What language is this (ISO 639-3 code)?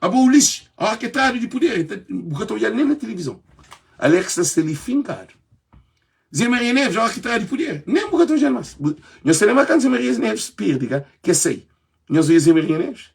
kea